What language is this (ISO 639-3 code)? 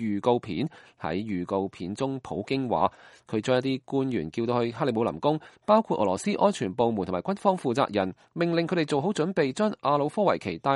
yue